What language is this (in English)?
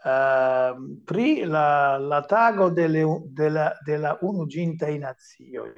Esperanto